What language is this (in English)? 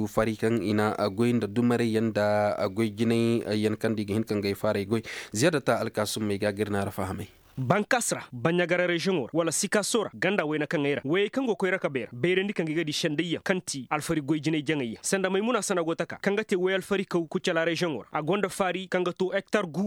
Koyraboro Senni